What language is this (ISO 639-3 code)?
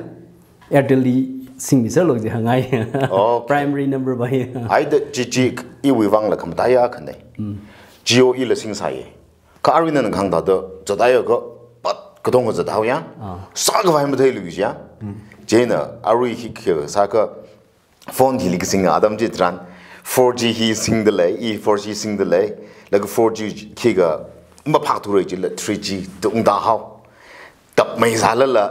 nmf